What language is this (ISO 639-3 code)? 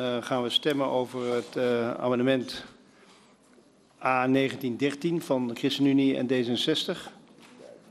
nld